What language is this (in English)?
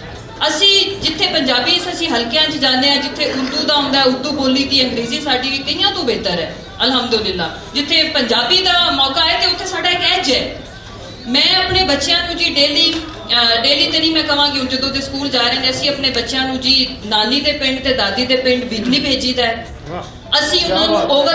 Western Panjabi